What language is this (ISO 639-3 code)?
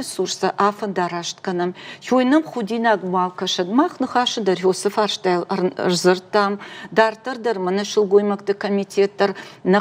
oss